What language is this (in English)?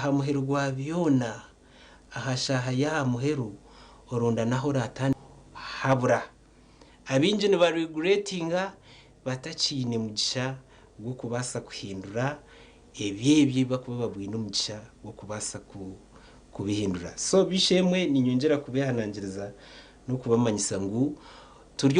Nyankole